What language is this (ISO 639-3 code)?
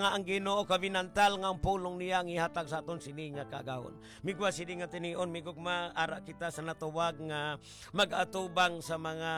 hil